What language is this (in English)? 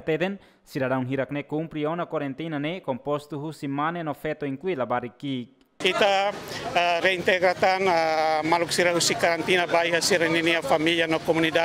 Tetum